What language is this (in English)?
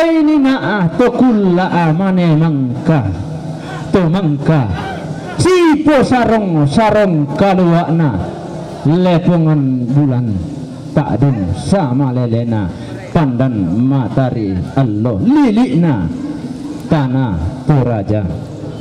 Toraja-Sa'dan